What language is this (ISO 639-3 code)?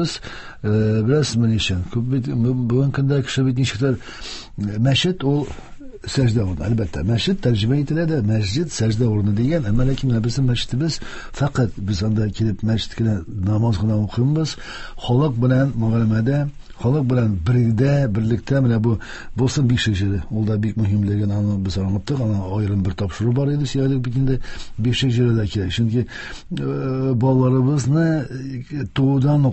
tat